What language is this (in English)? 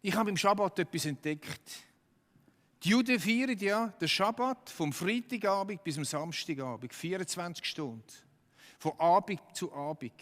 Swiss German